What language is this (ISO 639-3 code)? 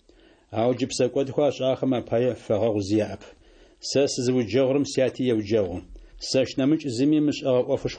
ady